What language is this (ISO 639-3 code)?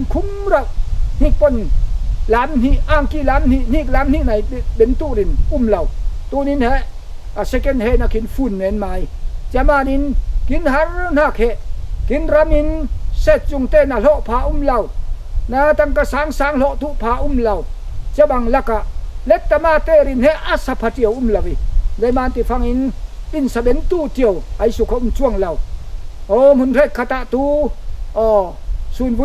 cfm